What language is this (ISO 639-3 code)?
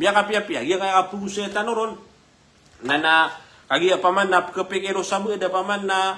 mrw